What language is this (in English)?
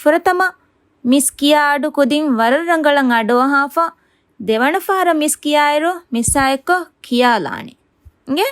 Divehi